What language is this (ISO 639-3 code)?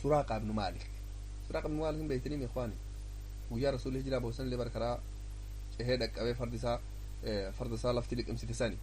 orm